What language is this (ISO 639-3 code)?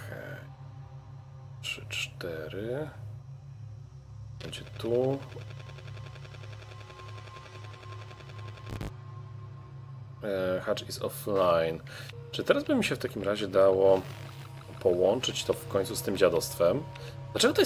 pol